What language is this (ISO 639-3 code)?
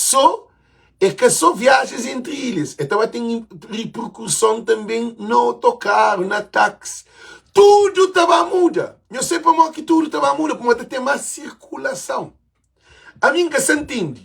kea